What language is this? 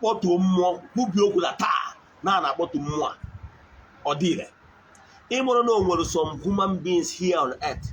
Igbo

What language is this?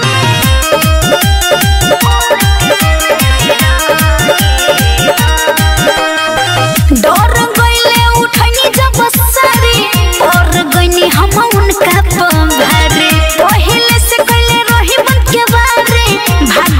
Bhojpuri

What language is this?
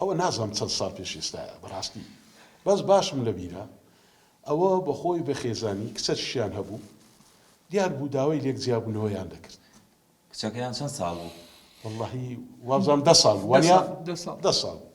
Central Kurdish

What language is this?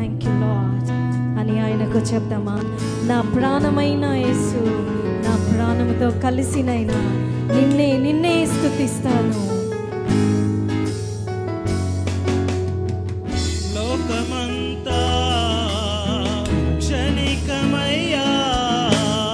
Telugu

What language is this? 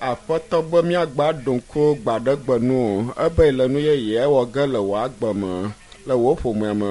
Ewe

